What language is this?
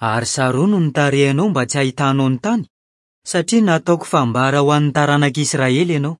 Malagasy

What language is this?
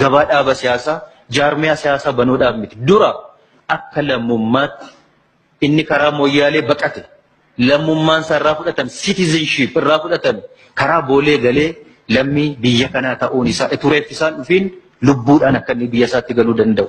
Oromo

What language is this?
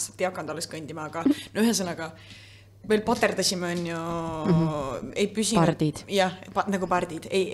Estonian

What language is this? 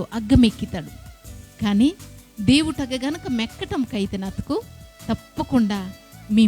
Koya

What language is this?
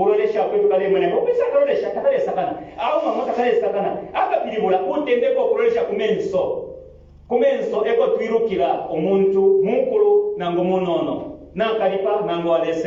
Bemba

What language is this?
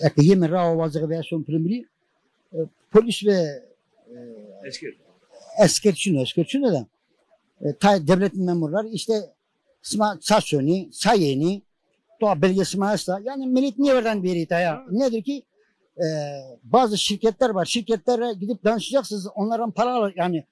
Zaza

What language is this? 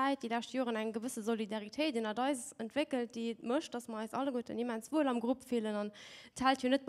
Luxembourgish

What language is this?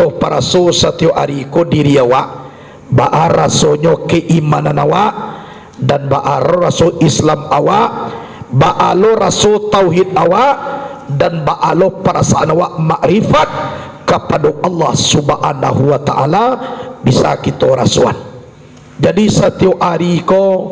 Minangkabau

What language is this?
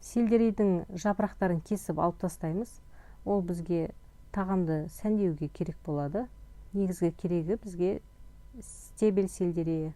Kazakh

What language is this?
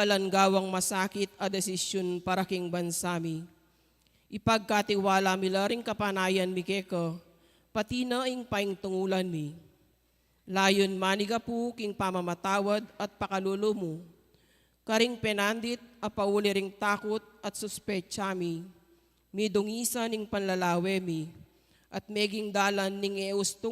Pampanga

